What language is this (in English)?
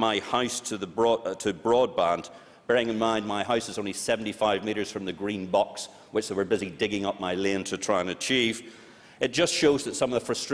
English